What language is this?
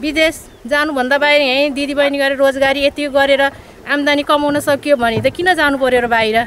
Nepali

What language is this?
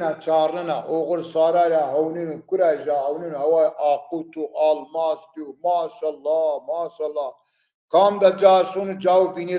Zaza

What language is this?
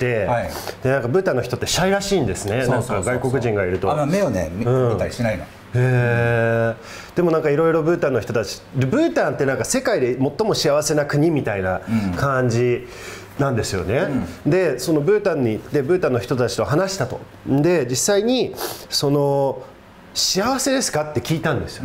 Japanese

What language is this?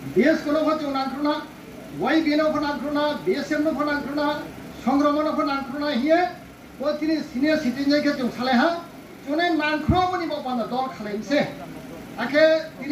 Riang (India)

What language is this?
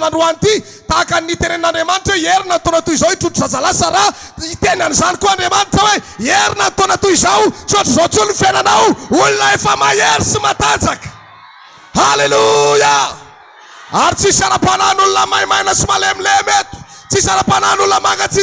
Malagasy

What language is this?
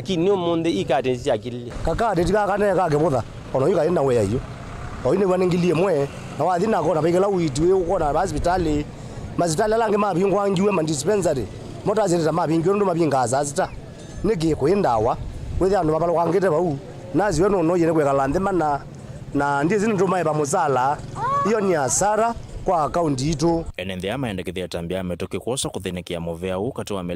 Kamba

